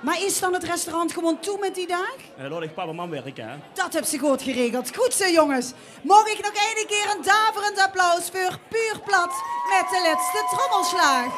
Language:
Limburgish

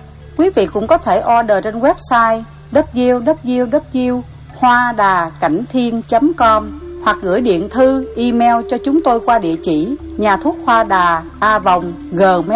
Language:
Vietnamese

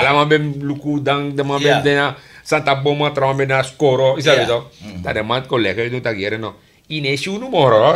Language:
Sranan Tongo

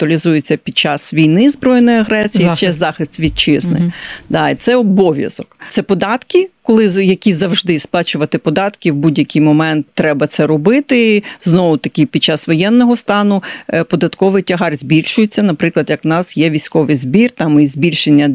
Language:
Ukrainian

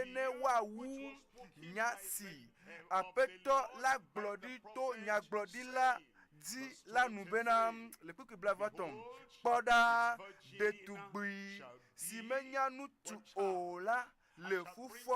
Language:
Ewe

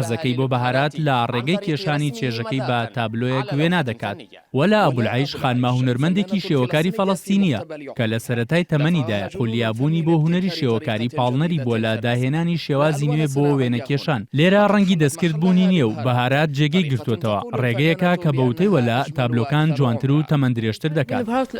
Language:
Central Kurdish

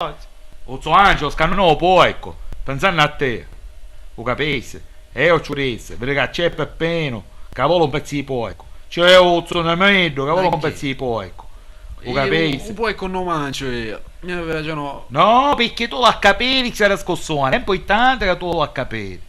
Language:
Sicilian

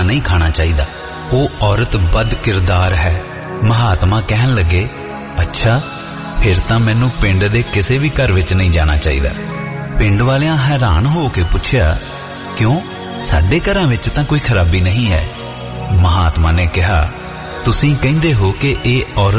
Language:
Punjabi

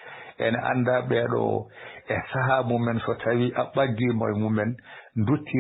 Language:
Fula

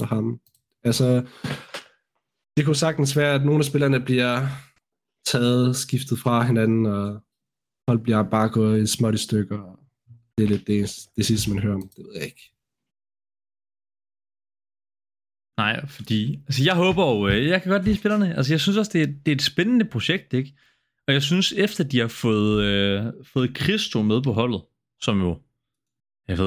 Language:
Danish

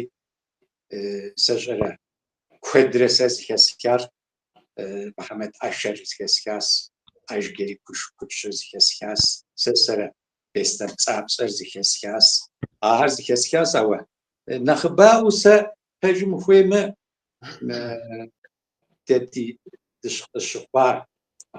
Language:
Kabardian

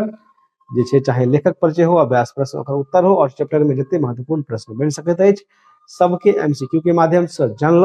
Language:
Maithili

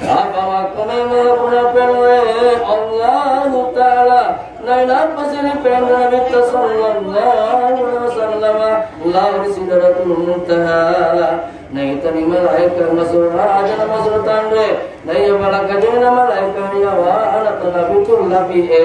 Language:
Buginese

